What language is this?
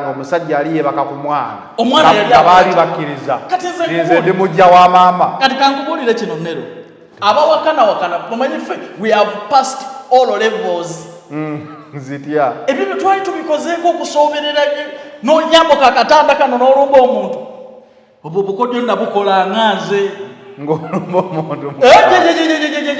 Ganda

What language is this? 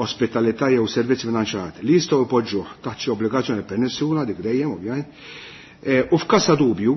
Maltese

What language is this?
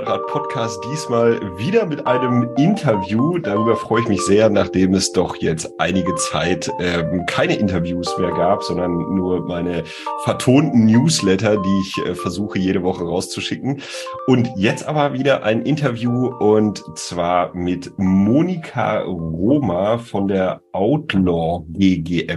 German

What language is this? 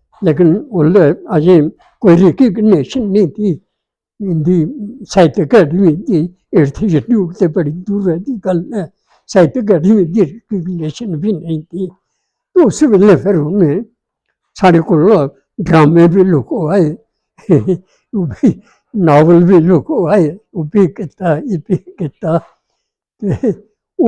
Dogri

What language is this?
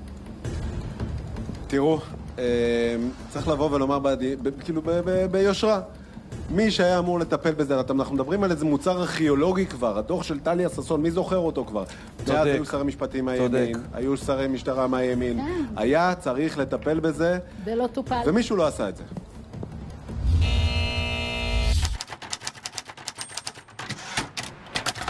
Hebrew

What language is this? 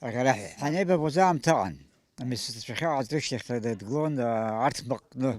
Abkhazian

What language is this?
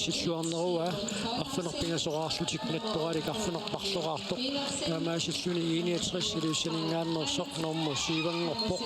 Kalaallisut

